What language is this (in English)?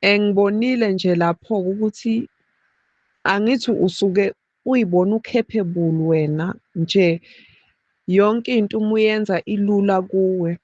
Zulu